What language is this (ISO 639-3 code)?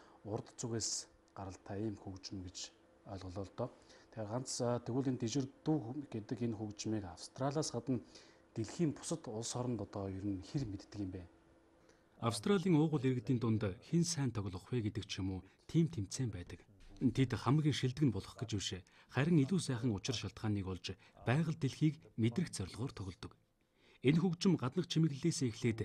mon